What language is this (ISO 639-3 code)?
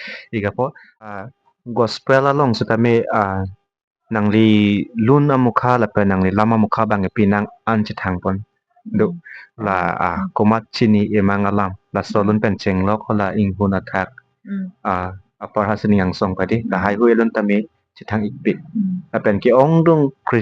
mjw